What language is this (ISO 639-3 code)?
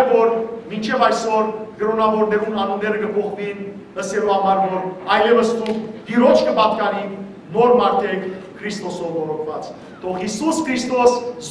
hyw